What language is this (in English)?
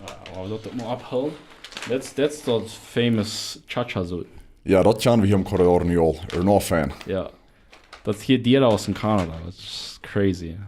Plautdietsch